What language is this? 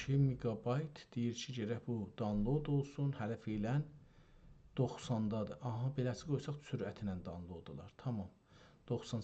South Azerbaijani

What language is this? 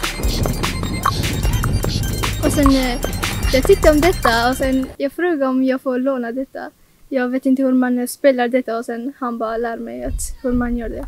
Swedish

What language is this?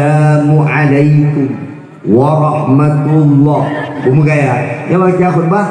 Achinese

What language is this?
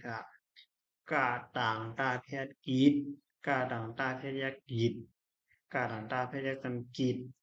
Shan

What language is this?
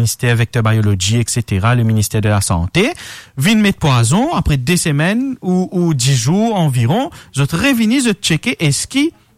Morisyen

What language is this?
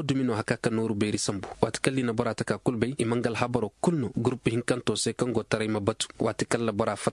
Zarma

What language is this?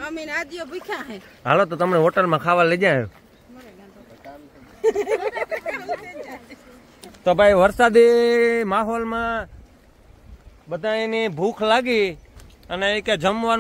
Gujarati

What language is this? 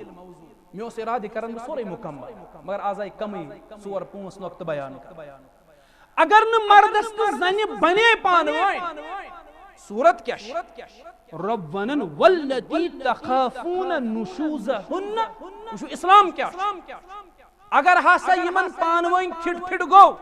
Kashmiri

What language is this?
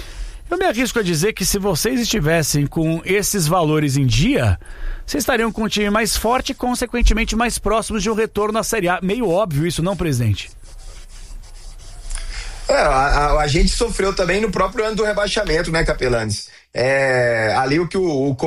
Portuguese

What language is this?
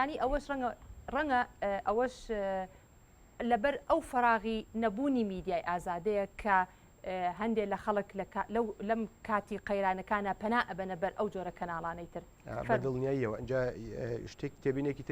Central Kurdish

